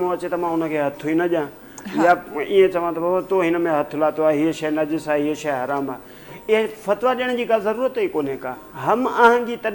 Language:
Sindhi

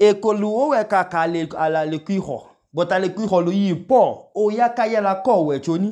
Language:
Idoma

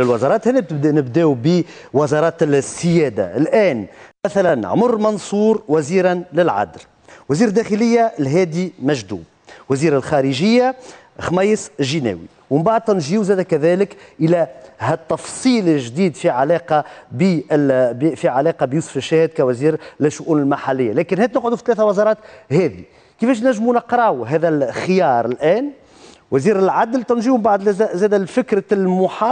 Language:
Tunisian Arabic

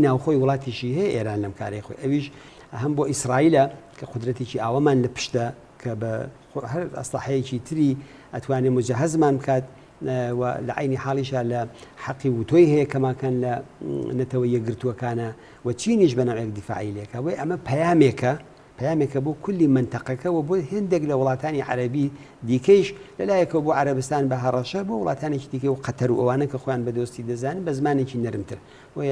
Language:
Central Kurdish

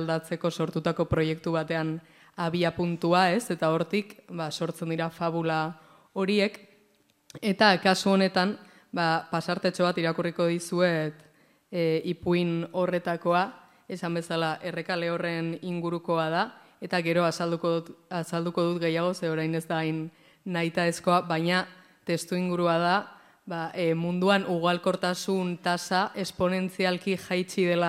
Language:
Basque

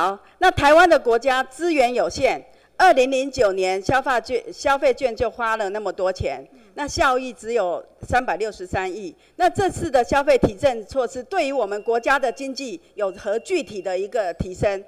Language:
Chinese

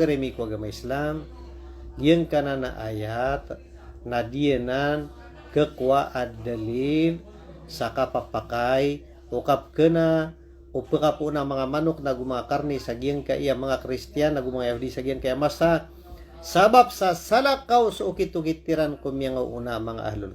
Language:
Maranao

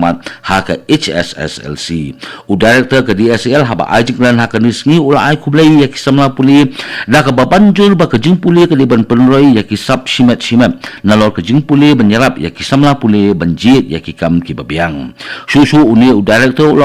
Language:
Khasi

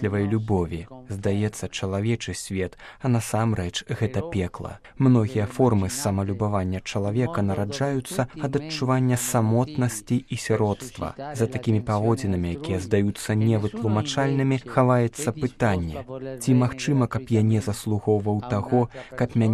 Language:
Belarusian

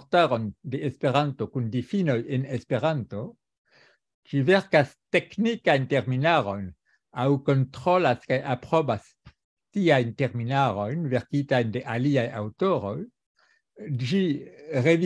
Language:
Esperanto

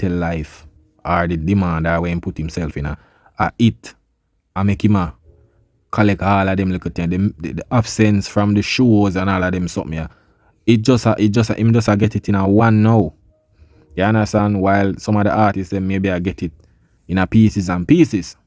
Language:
Jamaican Creole English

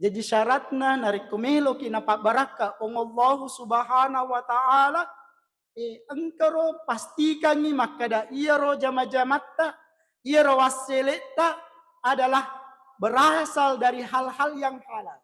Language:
Buginese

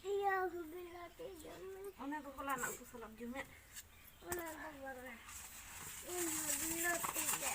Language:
Santali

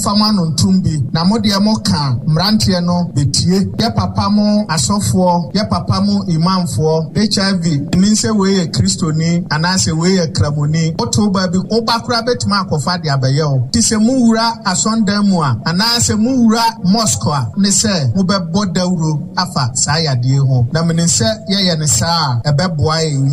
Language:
Akan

